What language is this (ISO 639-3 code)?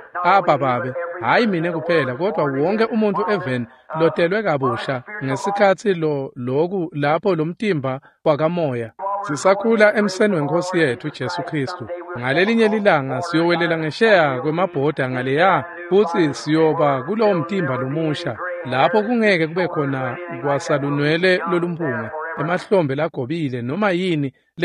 ssw